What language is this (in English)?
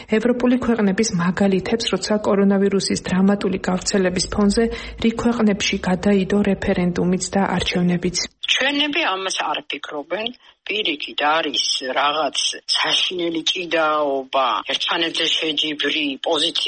Georgian